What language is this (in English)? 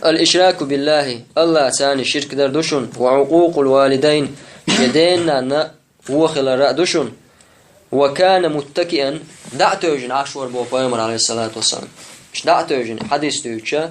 Chechen